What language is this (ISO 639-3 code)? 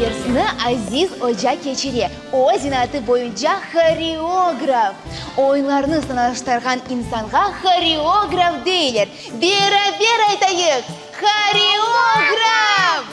crh